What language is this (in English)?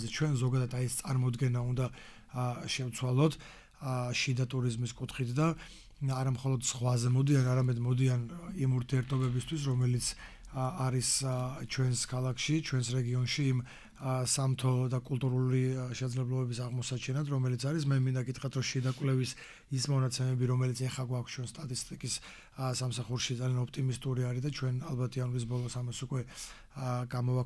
Georgian